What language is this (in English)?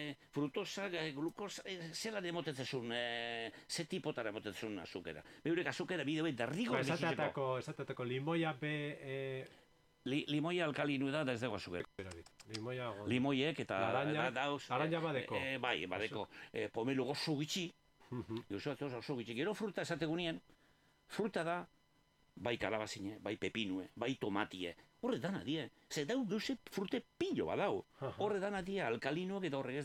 Basque